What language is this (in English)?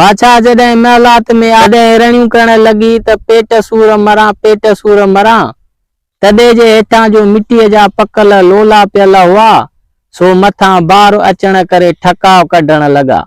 Sindhi